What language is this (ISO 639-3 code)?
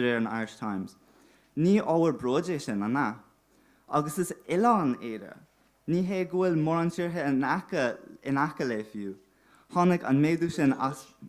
gle